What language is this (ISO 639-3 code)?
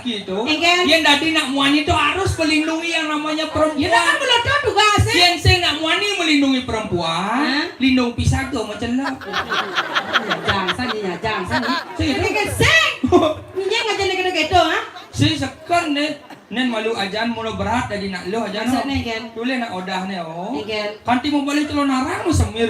ban